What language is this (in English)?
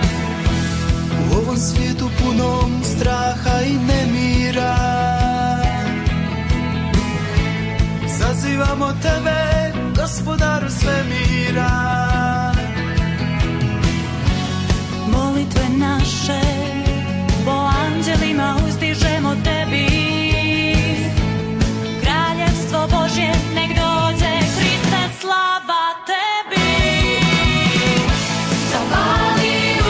Croatian